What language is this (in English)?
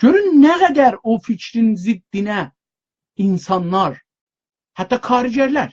South Azerbaijani